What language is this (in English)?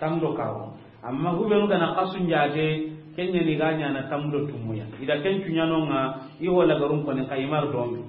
Soninke